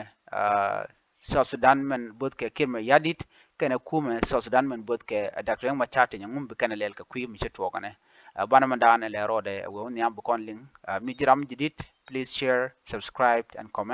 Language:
Nuer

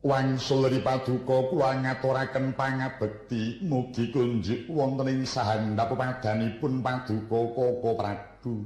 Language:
Javanese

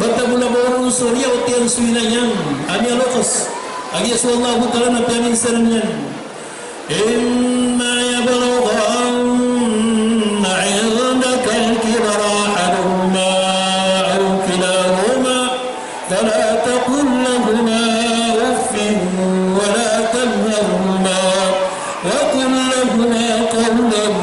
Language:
Maranao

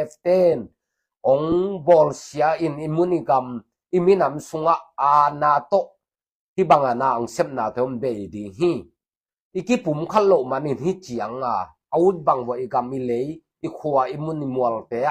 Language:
Tedim Chin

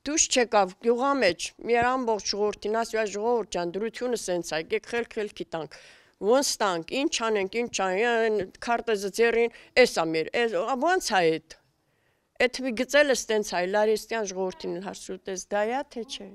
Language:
Armenian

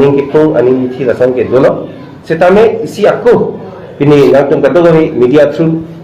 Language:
Karbi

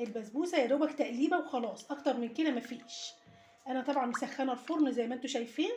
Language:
Egyptian Arabic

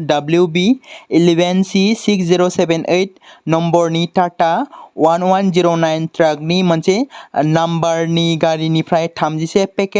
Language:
Bodo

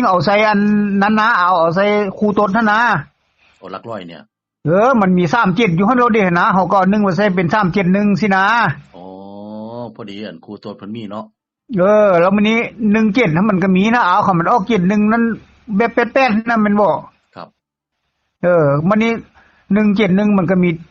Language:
Northeastern Thai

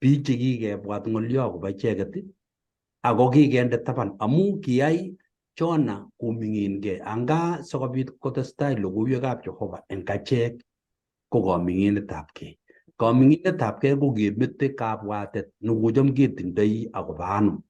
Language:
Kalenjin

